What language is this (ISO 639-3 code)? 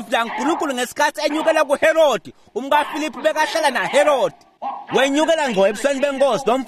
ssw